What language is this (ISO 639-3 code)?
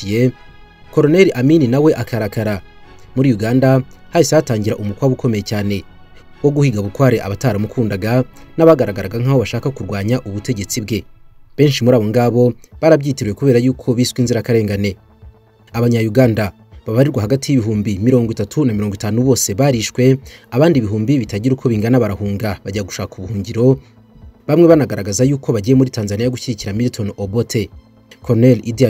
kin